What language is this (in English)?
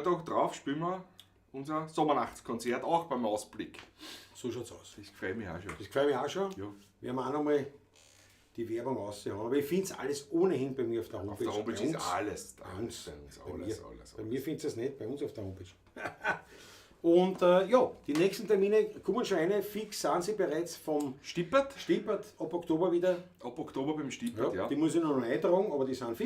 Bavarian